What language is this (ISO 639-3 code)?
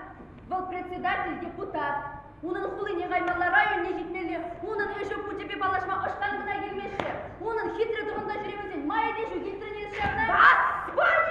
chv